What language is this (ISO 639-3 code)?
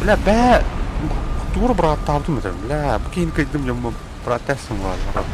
sah